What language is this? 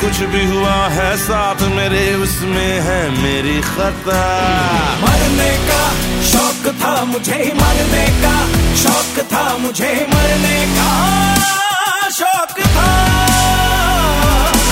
Hindi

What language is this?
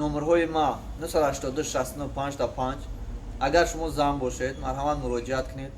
Tajik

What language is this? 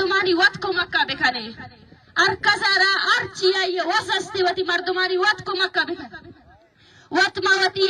Baluchi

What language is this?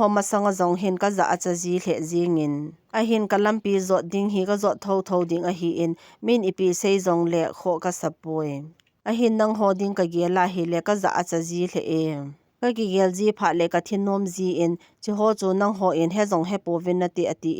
Thado Chin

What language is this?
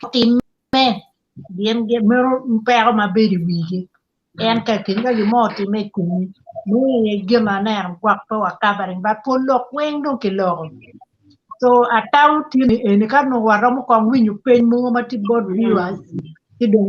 Acoli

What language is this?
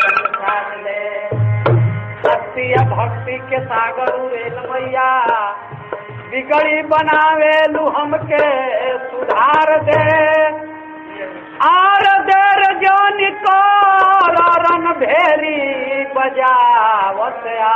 Bhojpuri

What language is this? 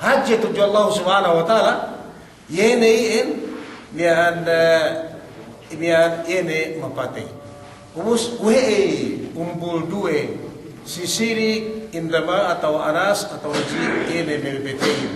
Yakan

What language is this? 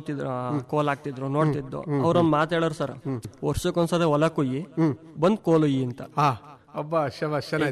Kannada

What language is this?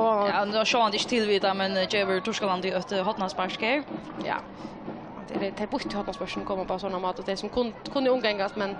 Faroese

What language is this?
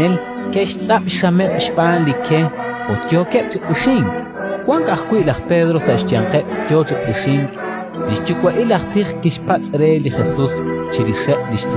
Kekchí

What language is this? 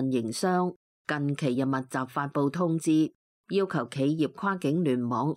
Cantonese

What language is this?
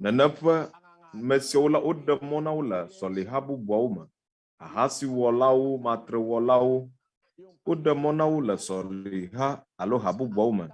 Ewe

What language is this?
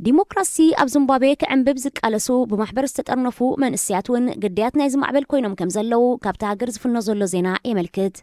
Tigrinya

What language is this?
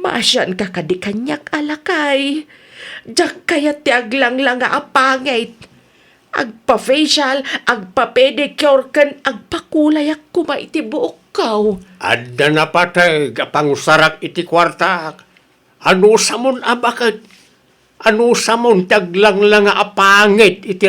Iloko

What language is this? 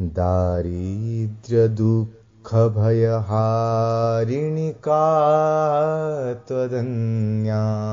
Sanskrit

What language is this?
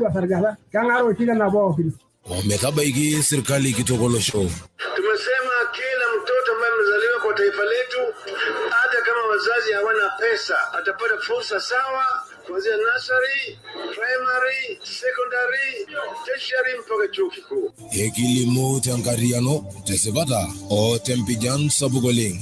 Masai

